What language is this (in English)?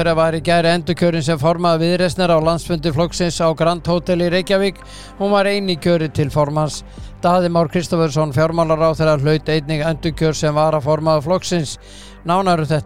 Icelandic